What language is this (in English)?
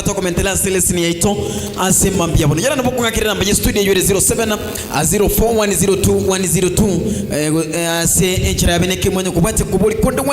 Gusii